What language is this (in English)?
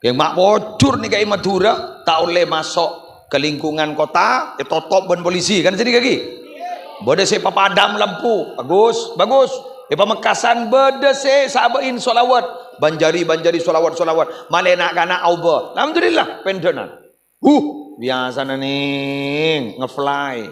Madurese